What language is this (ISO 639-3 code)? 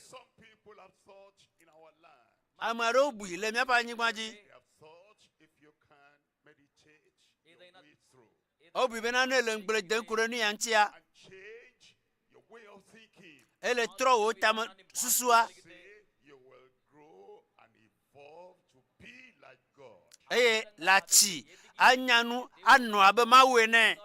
ewe